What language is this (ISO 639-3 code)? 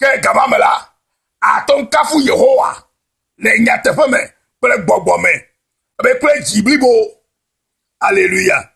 ewe